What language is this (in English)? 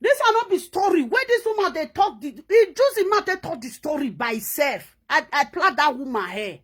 Nigerian Pidgin